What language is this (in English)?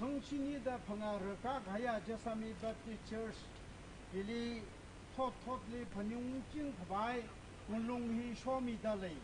Tangkhul Naga (India)